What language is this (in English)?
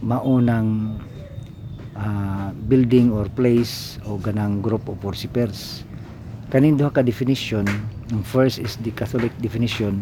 Cebuano